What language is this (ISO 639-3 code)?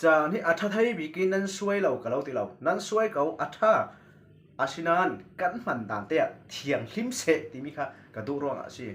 cfm